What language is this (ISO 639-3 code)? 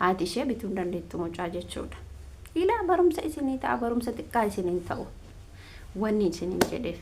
orm